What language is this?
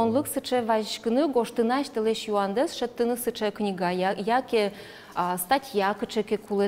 Udmurt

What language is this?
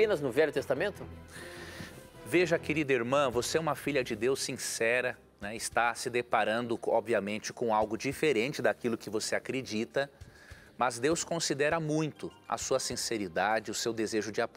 Portuguese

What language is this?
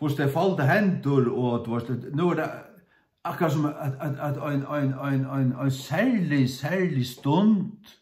Faroese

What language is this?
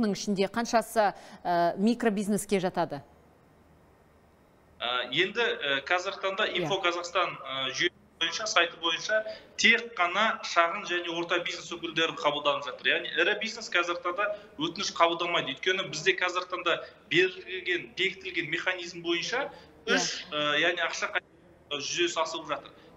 Kazakh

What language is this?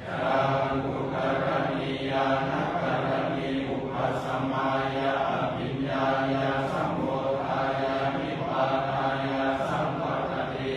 Pali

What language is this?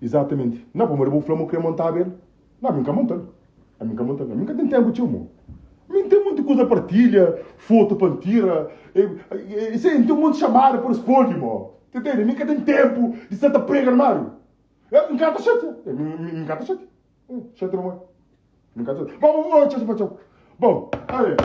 Kabuverdianu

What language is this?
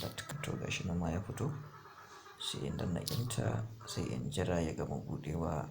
Hausa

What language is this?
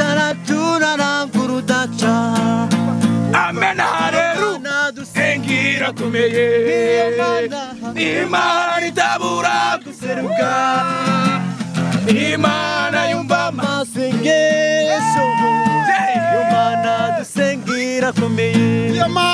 Kinyarwanda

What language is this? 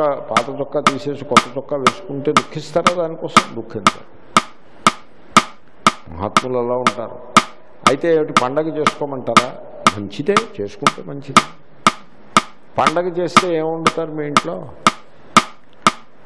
Telugu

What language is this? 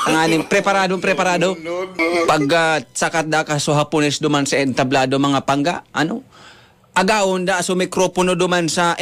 Bikol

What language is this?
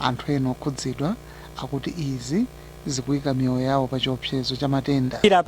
Nyanja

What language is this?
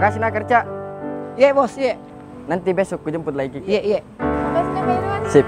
Makassar Malay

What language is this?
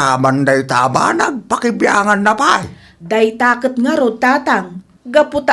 Iloko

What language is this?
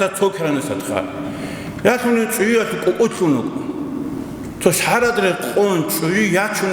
Avaric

